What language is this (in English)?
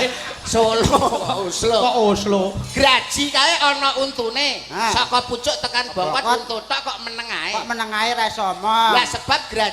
Javanese